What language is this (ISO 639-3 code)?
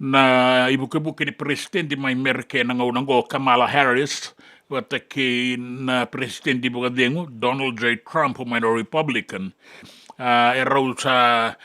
fij